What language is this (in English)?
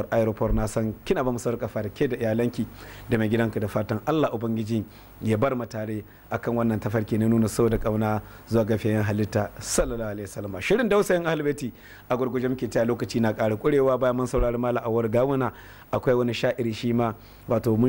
Hausa